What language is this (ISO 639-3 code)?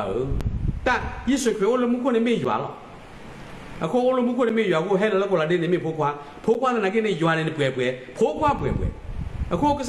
ksw